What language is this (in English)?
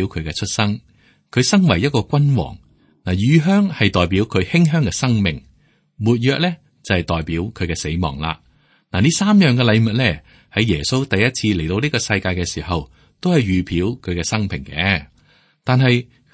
Cantonese